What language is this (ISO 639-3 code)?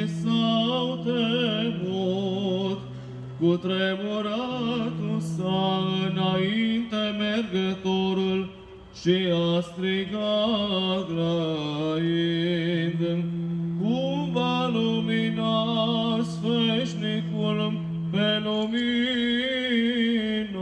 ron